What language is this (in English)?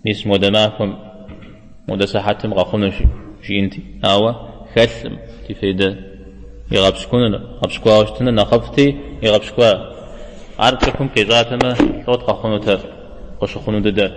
Kabardian